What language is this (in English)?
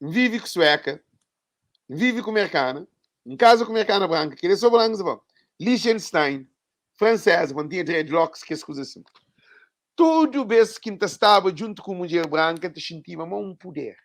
Kabuverdianu